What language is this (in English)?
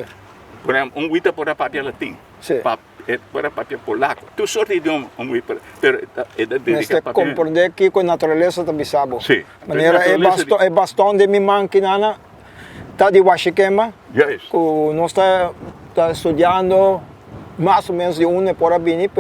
Papiamento